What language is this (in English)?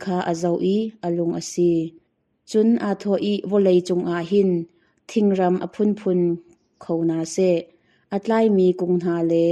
Hakha Chin